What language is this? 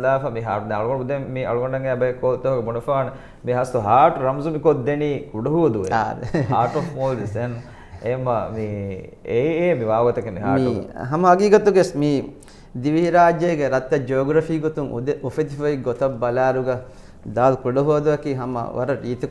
Divehi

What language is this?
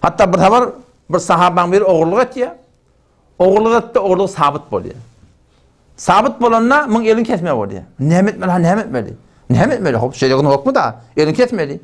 Turkmen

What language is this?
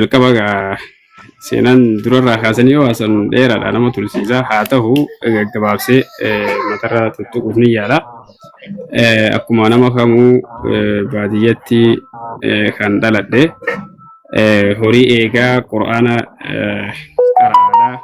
Oromo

